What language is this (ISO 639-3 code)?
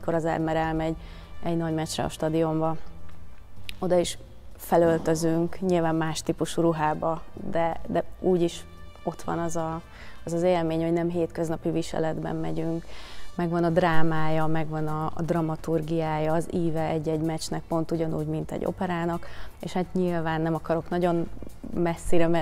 hun